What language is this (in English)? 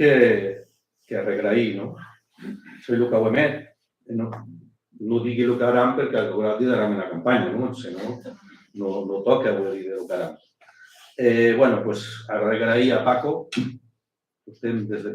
Occitan